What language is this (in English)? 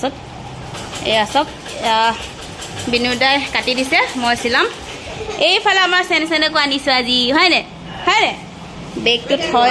Assamese